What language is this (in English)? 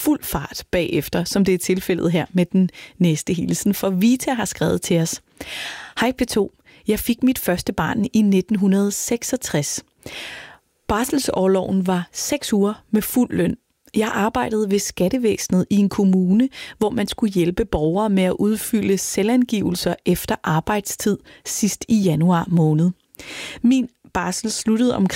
Danish